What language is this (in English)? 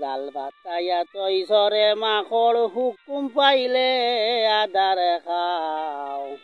Sylheti